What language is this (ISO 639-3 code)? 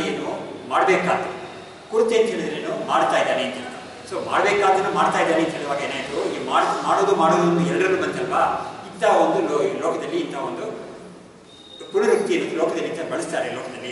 kan